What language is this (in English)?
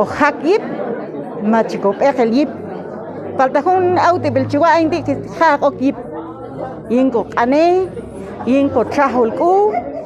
Q'anjob'al